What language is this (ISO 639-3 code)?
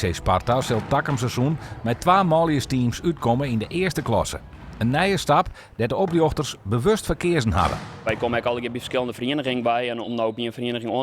fry